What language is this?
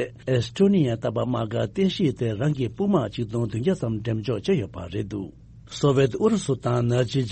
Tibetan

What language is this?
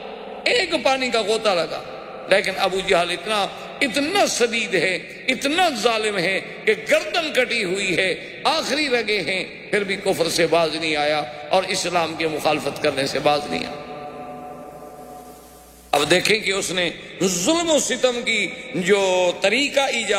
Urdu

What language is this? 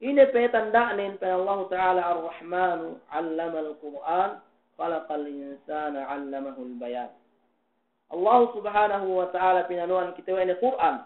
Yakan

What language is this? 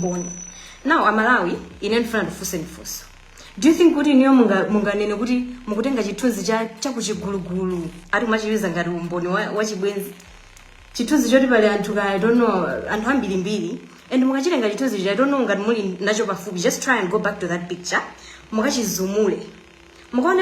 Nyanja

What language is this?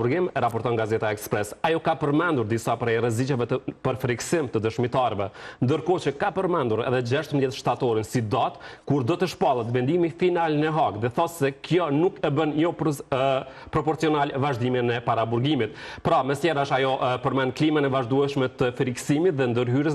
Albanian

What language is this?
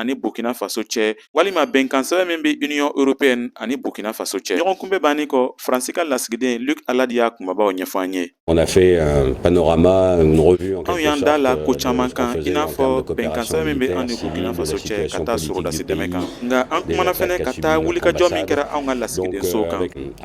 Bambara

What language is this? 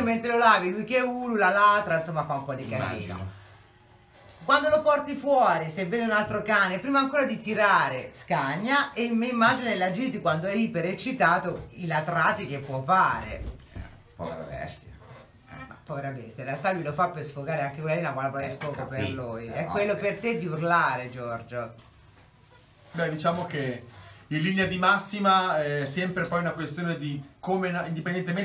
Italian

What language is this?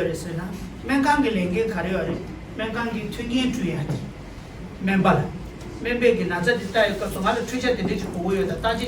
Tibetan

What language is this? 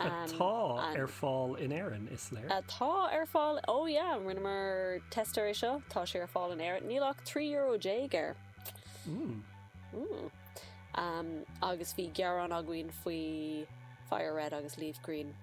Irish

